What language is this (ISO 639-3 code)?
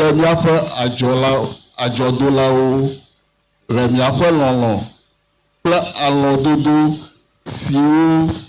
ewe